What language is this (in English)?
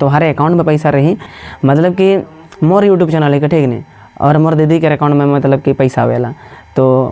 Sadri